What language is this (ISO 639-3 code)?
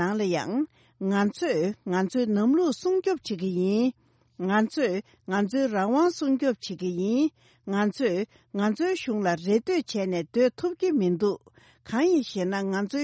bod